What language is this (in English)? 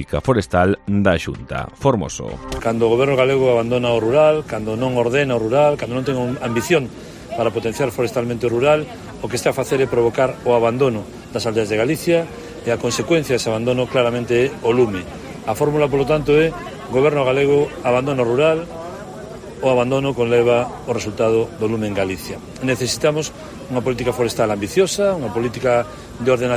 Galician